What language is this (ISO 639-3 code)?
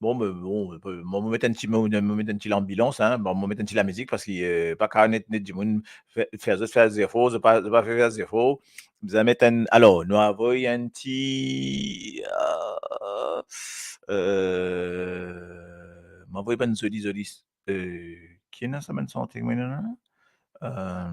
mfe